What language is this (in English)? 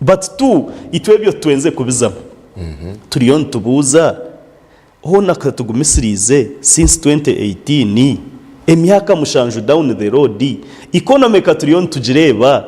Nyankole